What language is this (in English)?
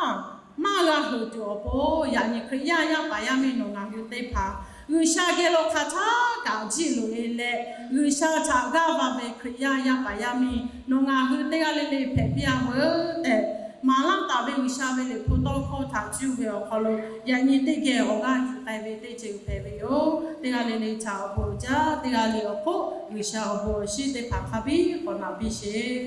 Lahu